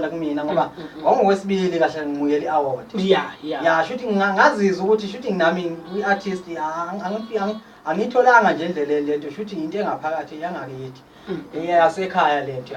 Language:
Zulu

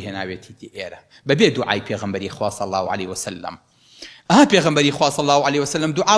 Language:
Central Kurdish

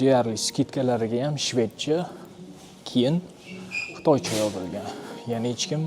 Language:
Uzbek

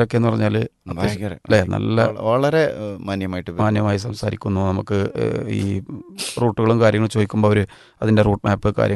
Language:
Malayalam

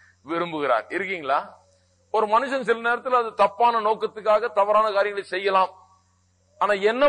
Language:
Tamil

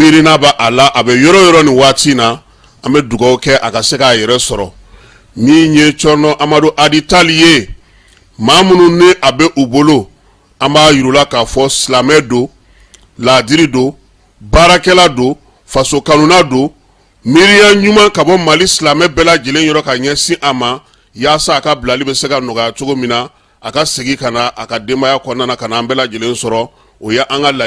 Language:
Bambara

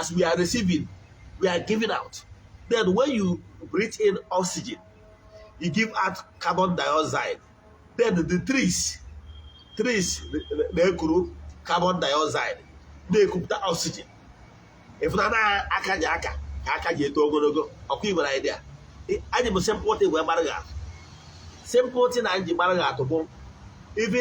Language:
Igbo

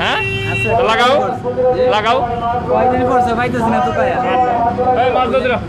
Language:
Sylheti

